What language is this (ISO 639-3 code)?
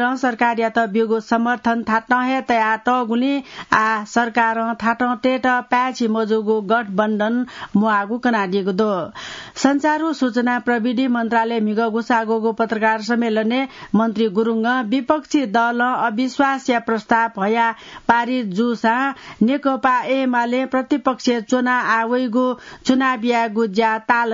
new